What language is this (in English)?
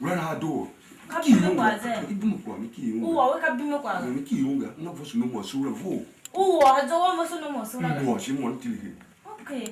Tiv